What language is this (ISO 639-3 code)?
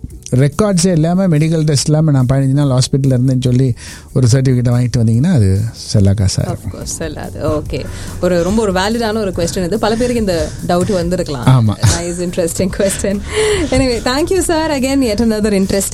tam